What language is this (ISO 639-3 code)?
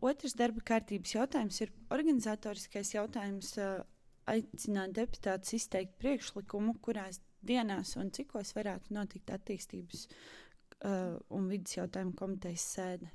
lav